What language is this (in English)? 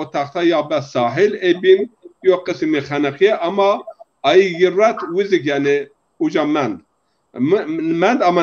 Zaza